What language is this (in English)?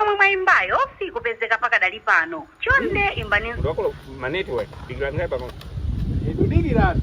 Nyanja